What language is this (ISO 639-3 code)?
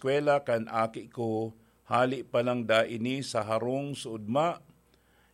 bik